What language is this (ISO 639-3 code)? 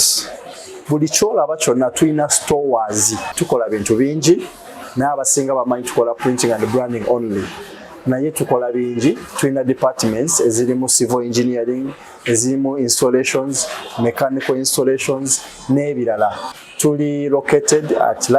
lug